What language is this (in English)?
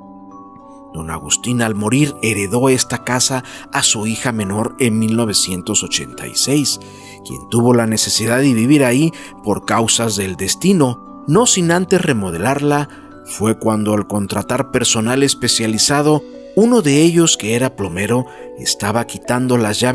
Spanish